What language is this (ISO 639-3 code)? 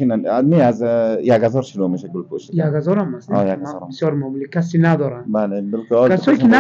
fas